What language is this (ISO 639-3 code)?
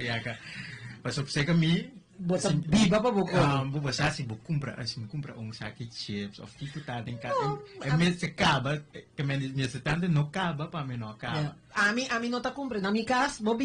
pap